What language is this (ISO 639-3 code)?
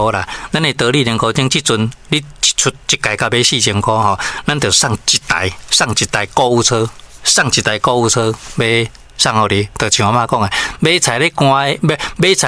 nan